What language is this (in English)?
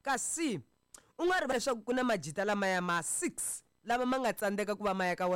Tsonga